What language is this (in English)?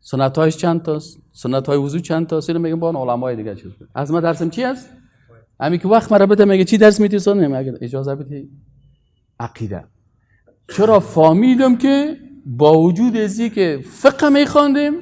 Persian